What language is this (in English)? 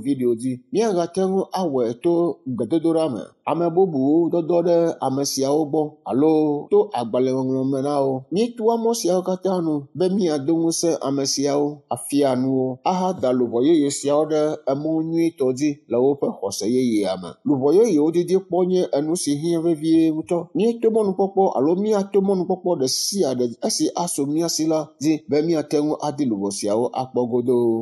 Ewe